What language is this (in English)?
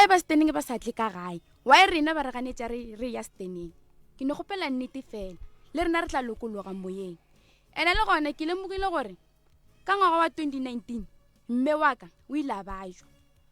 Northern Sotho